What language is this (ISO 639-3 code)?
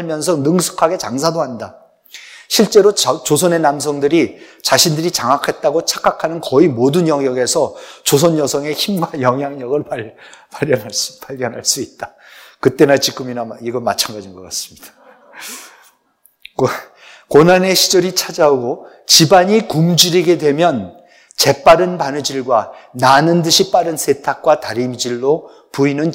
kor